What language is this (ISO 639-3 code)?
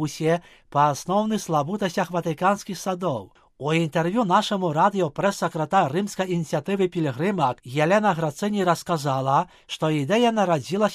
bel